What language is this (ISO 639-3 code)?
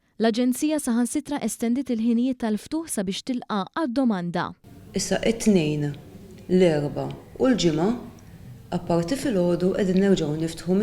mlt